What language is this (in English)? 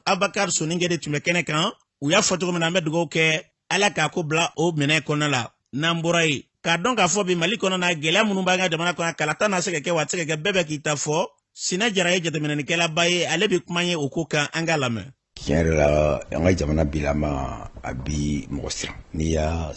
Bambara